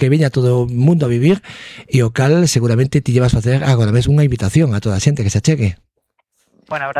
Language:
Galician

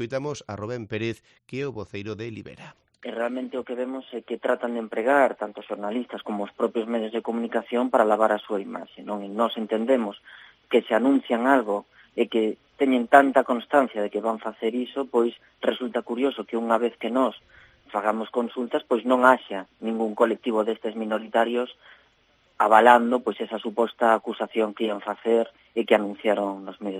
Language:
Galician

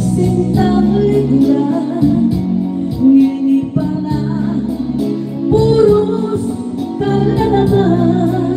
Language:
Pampanga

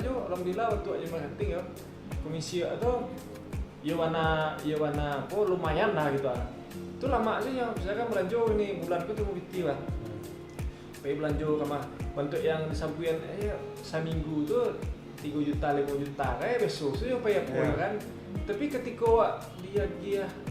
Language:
Minangkabau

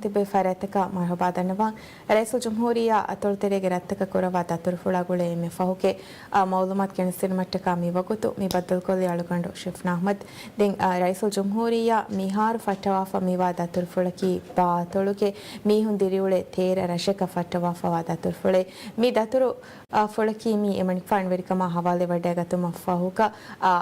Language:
Divehi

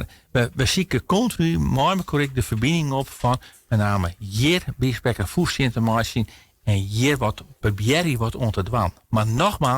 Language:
Western Frisian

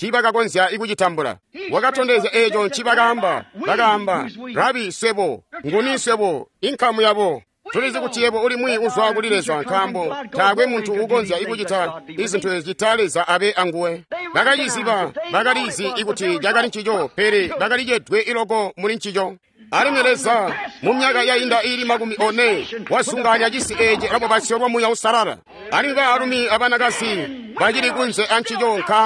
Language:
Tonga (Zambia)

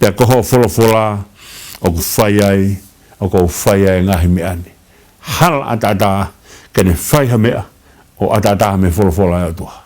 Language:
Tongan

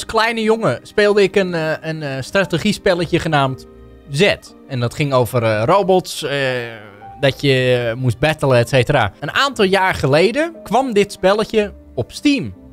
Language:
Dutch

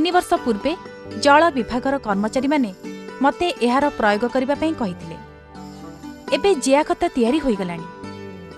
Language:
Odia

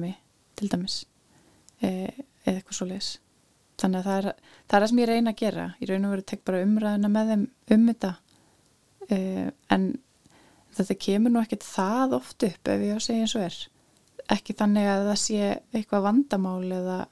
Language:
Icelandic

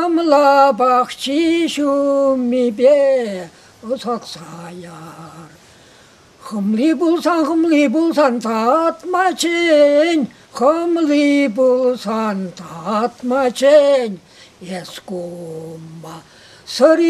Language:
Chuvash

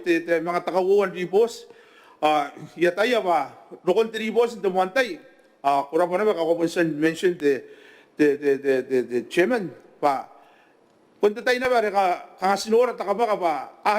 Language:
Gilbertese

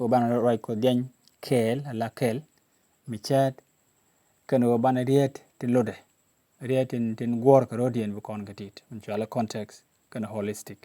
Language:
Nuer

